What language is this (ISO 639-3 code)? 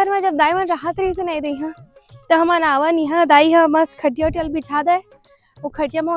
hne